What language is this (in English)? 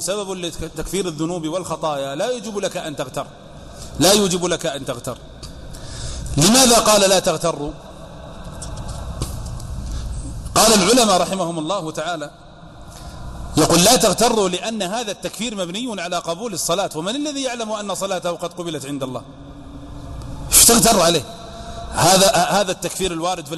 Arabic